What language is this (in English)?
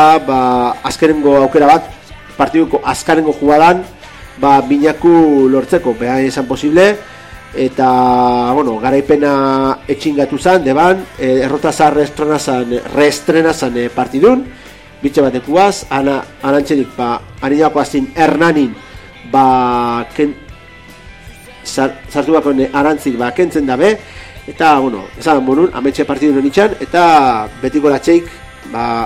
Basque